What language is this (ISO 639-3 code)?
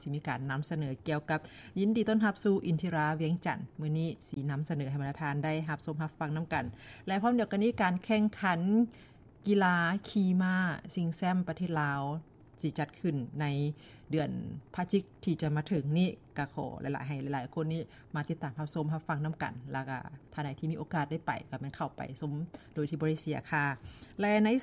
lao